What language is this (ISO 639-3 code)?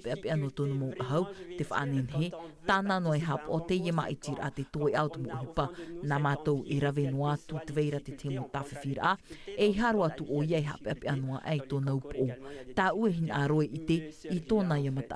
tah